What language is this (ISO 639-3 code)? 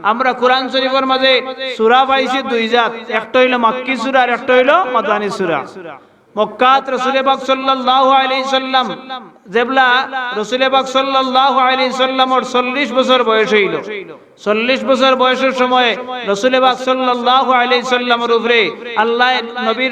syl